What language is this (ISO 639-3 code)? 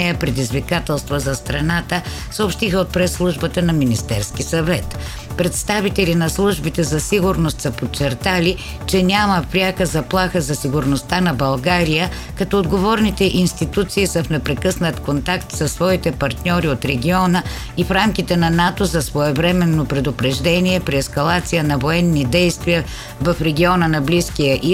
bul